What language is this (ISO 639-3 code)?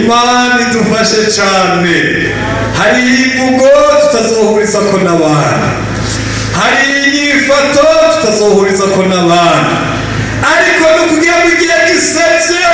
run